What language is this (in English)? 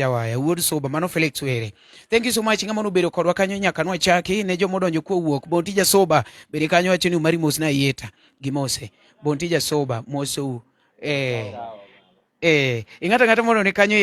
Luo (Kenya and Tanzania)